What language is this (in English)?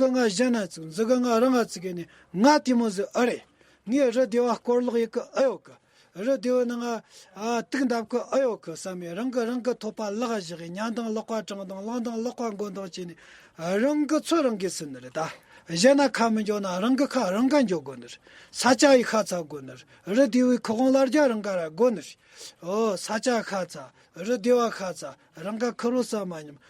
Tibetan